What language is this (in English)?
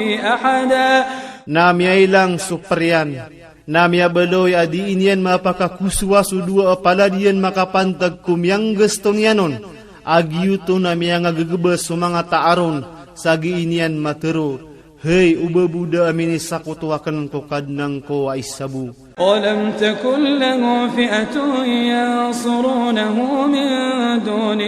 Iranun (Philippines)